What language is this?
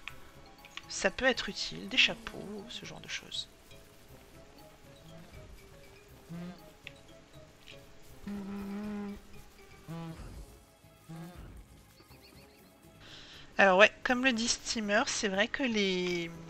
French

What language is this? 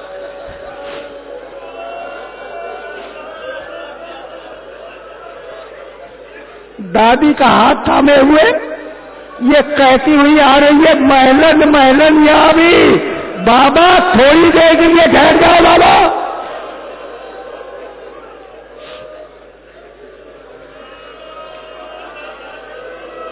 Urdu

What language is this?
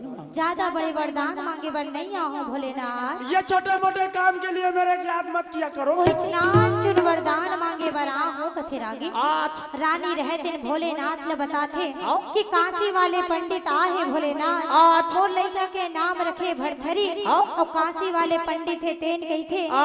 Chhattisgarhi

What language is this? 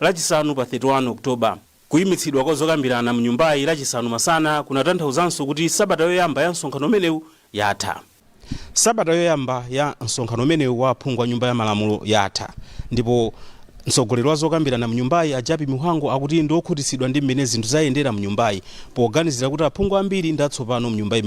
Nyanja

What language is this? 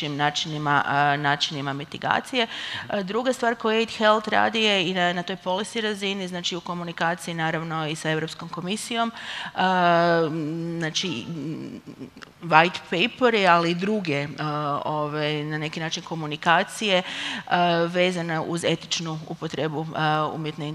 Croatian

